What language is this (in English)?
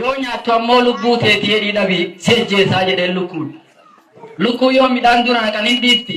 Oromo